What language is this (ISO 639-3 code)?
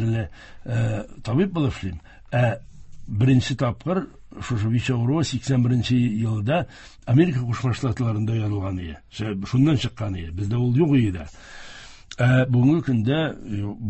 tat